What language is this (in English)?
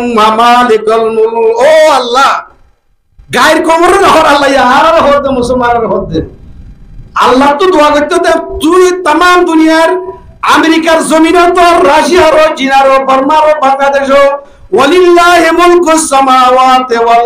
Rohingya